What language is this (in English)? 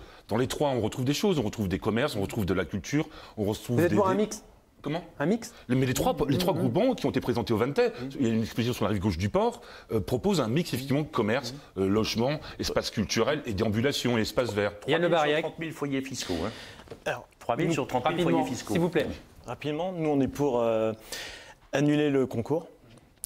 French